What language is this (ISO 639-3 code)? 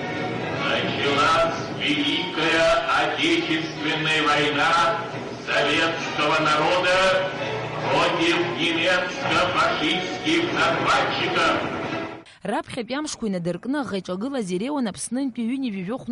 abk